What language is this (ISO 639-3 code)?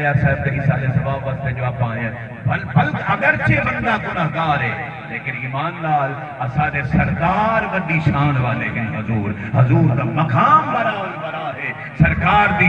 skr